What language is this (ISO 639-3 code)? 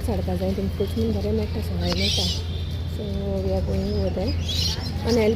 kok